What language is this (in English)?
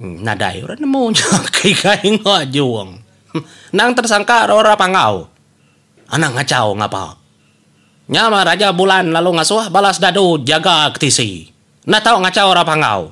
Iban